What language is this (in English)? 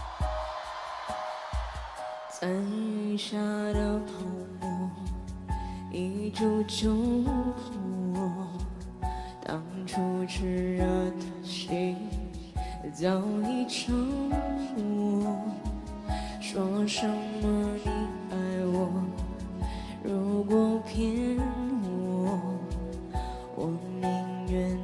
Chinese